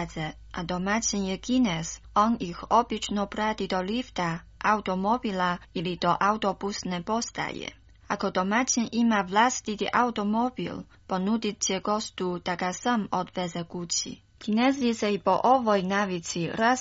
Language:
Croatian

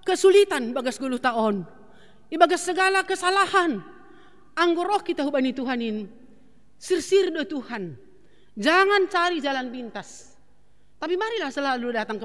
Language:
Batak Simalungun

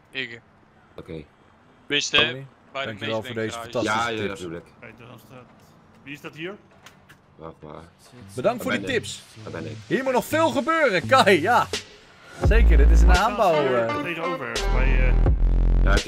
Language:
Dutch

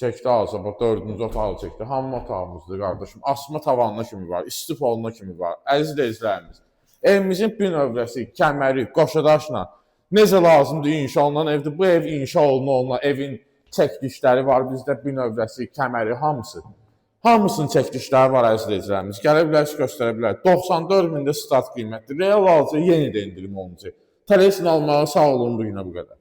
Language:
Azerbaijani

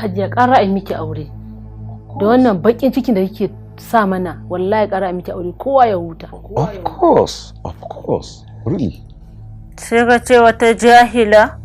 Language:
Hausa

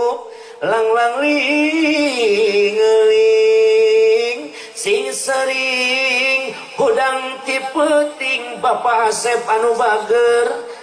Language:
Sundanese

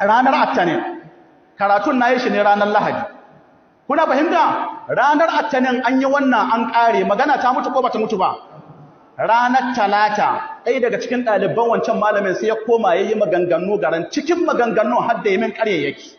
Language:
Hausa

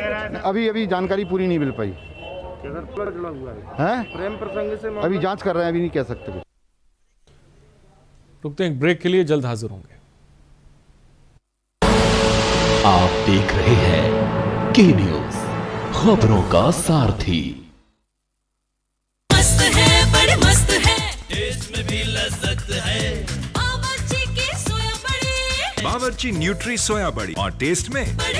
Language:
Hindi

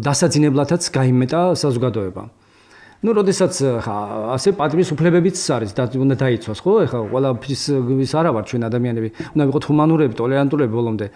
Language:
Georgian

